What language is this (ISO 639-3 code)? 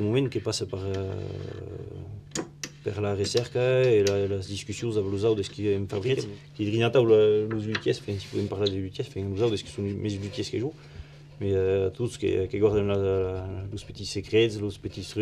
fra